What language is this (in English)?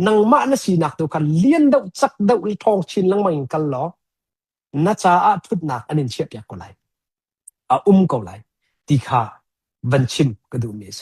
Hakha Chin